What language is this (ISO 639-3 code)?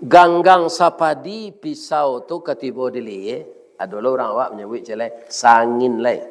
min